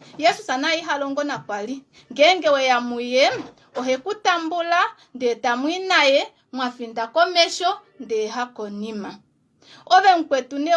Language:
Kuanyama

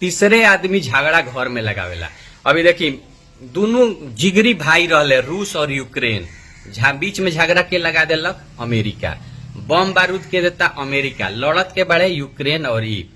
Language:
Bhojpuri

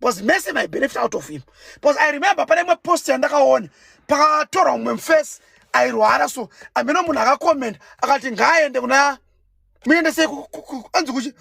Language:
Shona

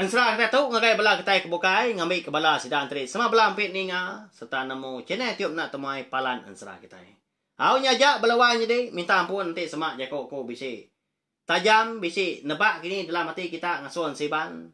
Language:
Iban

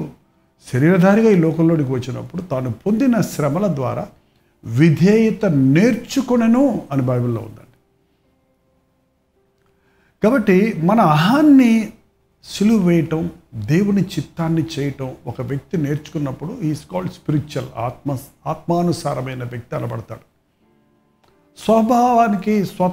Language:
Telugu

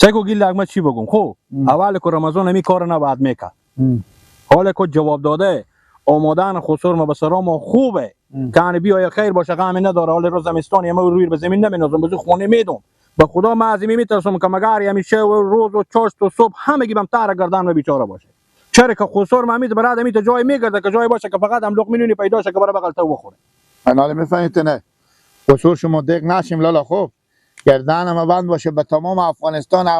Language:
Persian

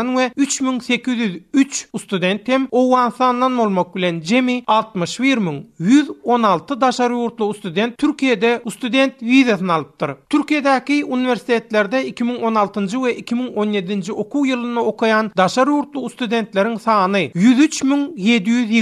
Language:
Turkmen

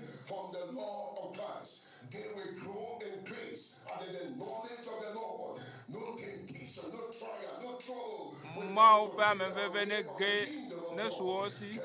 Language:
Ewe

